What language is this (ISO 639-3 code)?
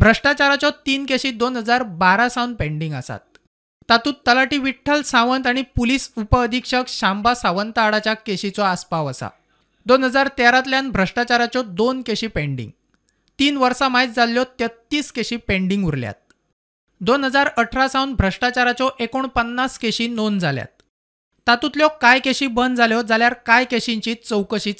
kok